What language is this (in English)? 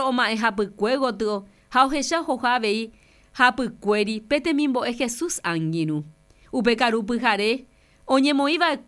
Guarani